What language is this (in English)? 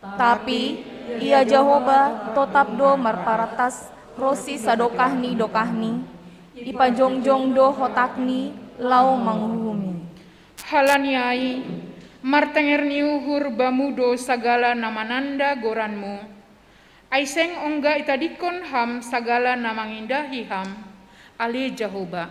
Batak Simalungun